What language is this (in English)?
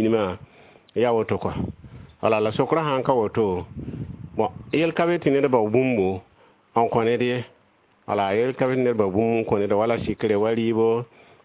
Mossi